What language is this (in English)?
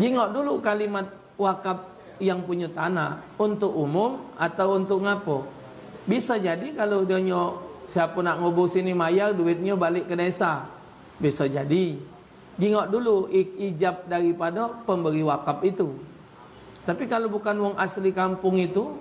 Musi